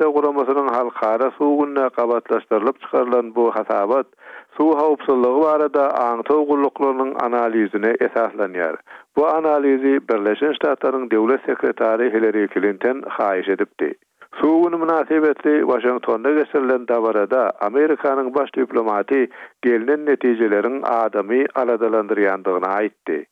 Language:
Turkmen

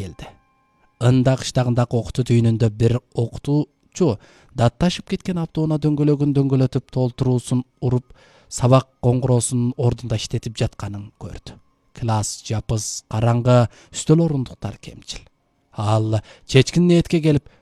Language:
Kyrgyz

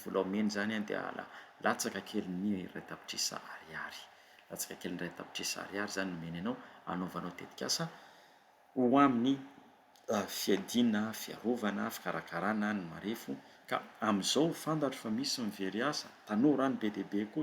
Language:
Malagasy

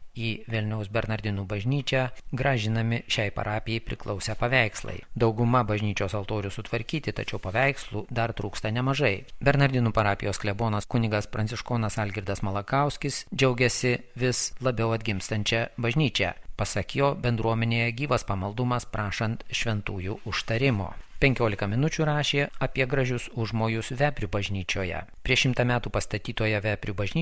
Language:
Lithuanian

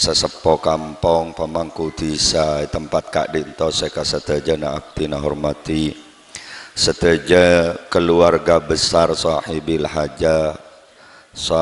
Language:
Madurese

